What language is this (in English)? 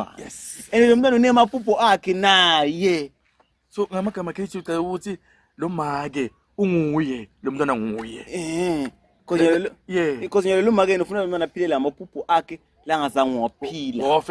Zulu